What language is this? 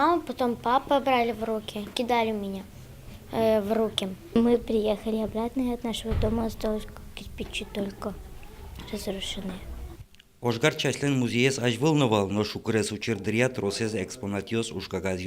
Udmurt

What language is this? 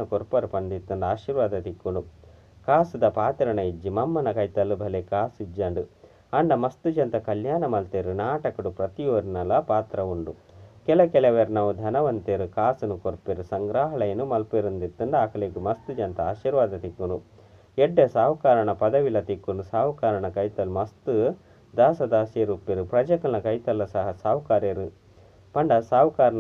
Tulu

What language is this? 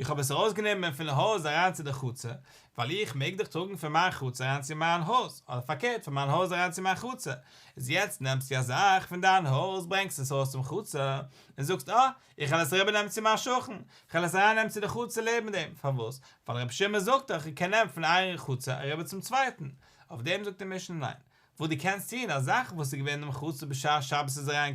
Yiddish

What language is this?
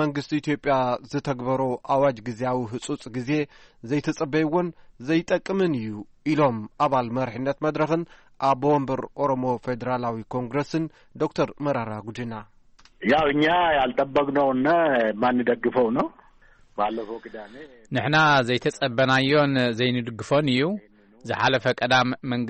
Tigrinya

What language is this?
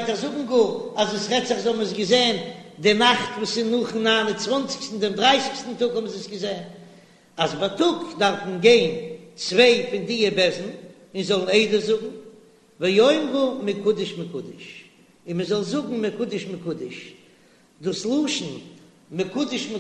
Yiddish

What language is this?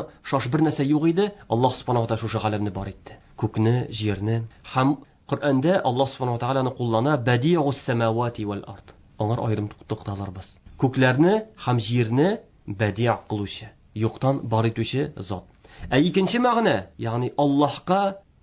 Tatar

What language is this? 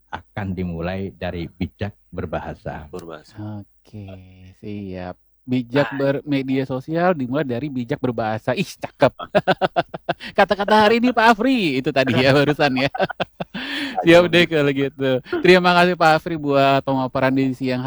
Indonesian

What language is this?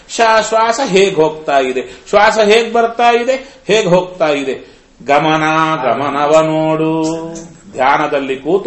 Kannada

